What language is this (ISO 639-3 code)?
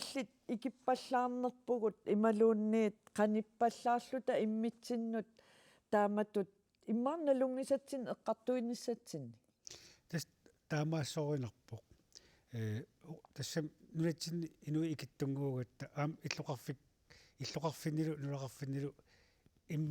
kal